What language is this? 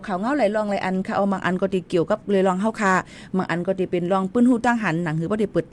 Shan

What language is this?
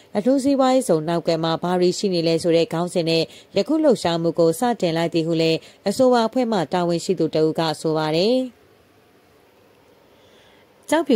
Burmese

